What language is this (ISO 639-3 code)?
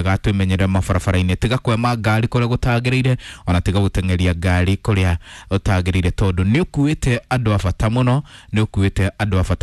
kik